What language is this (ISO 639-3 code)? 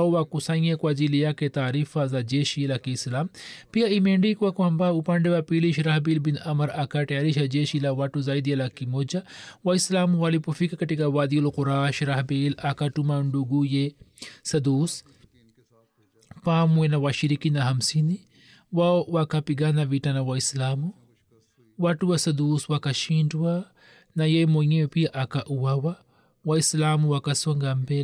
swa